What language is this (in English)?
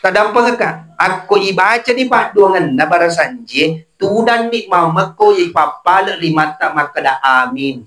Buginese